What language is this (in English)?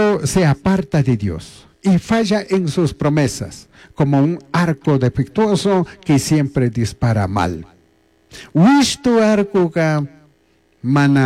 Chimborazo Highland Quichua